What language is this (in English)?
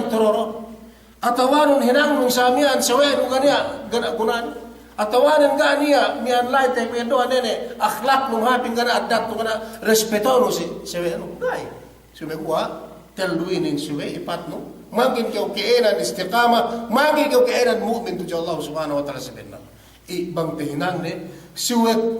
Yakan